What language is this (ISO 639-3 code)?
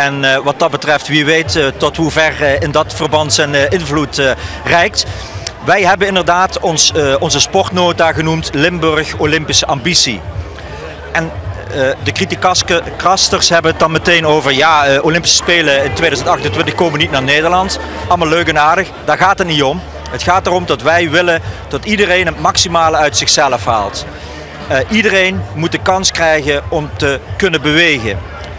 nld